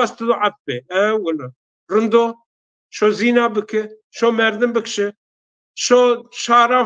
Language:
Zaza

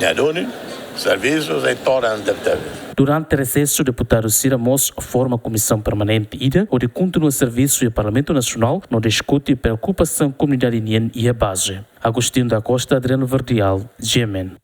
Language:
Tetum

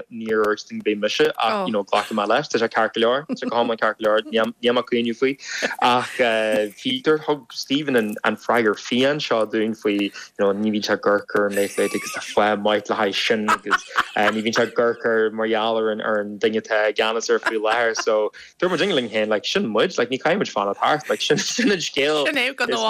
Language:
Irish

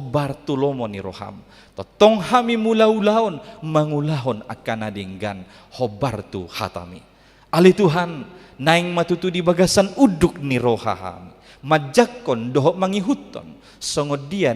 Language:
Batak Toba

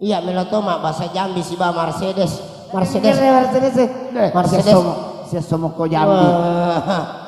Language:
Buginese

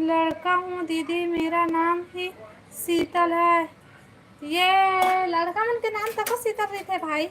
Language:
Chhattisgarhi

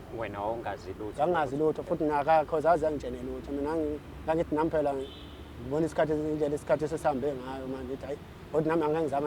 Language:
Zulu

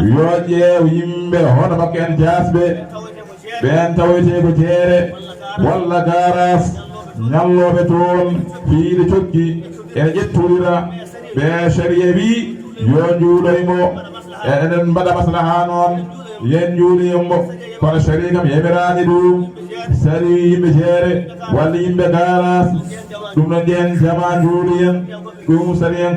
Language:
Fula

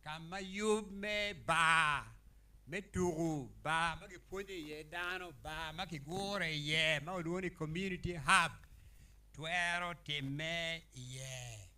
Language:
Acoli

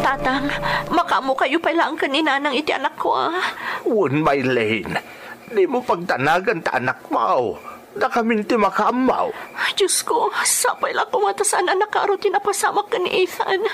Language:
Iloko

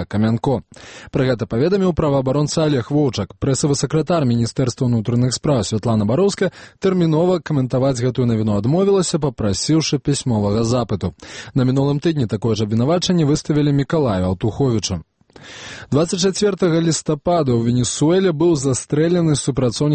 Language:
Belarusian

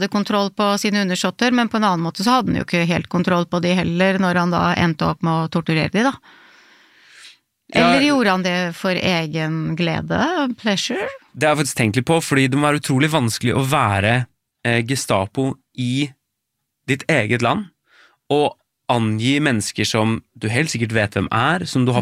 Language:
Norwegian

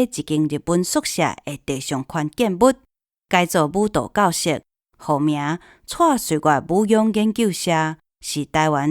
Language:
Min Nan Chinese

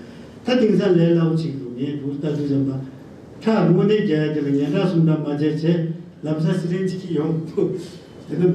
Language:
Tibetan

